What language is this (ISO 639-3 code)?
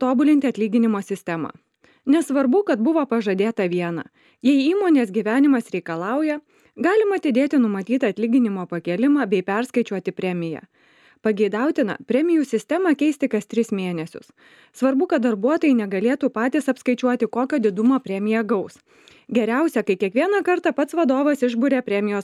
lit